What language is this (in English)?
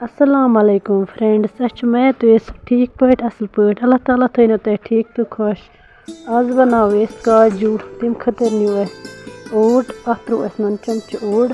Kashmiri